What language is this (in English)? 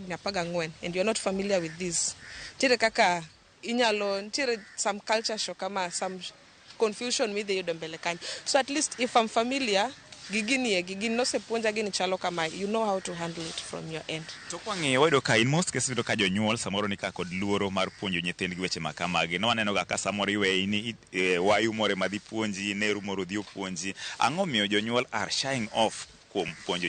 Luo (Kenya and Tanzania)